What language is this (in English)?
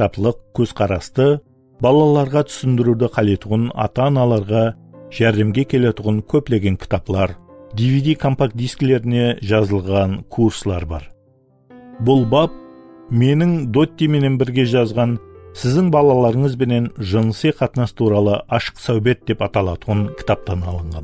Kara-Kalpak